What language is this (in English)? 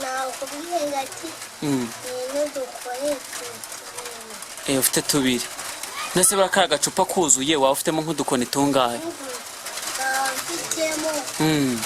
Kinyarwanda